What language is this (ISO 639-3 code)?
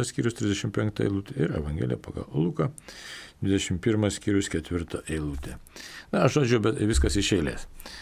lit